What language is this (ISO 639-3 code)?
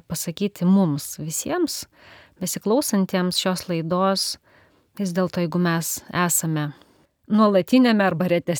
lit